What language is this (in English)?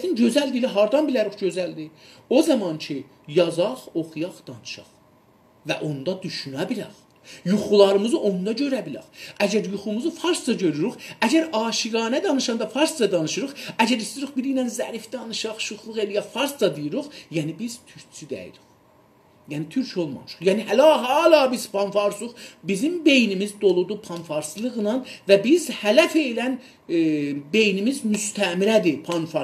South Azerbaijani